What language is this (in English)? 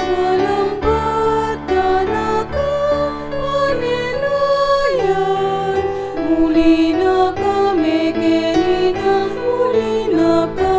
Pampanga